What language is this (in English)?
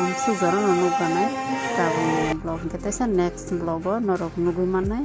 Kok Borok